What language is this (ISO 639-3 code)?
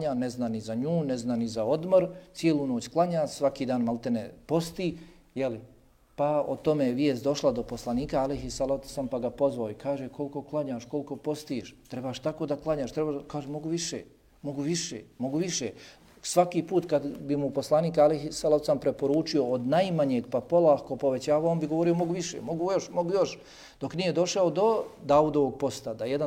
bos